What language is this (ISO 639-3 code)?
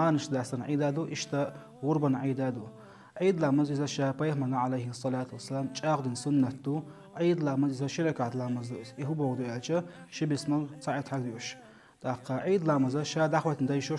che